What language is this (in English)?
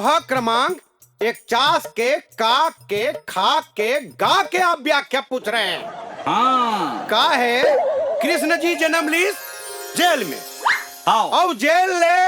Chhattisgarhi